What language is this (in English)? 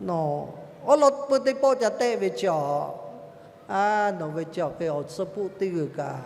Lahu